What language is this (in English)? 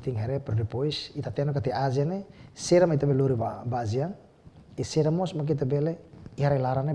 Tetum